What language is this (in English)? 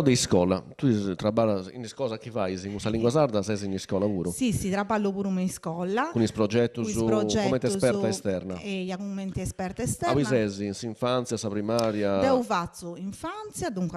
Sardinian